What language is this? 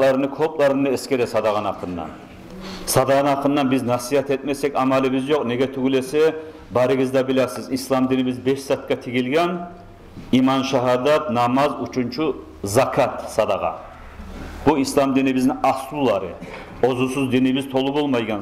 Kumyk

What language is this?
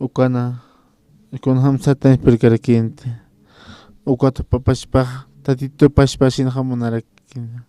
Aymara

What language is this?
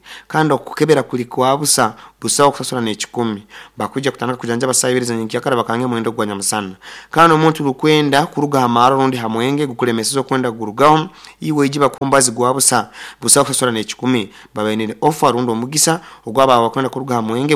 Nyoro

